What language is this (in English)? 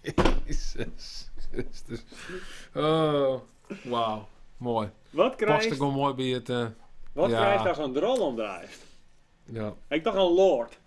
Western Frisian